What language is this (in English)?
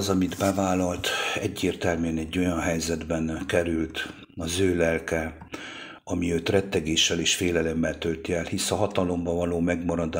Hungarian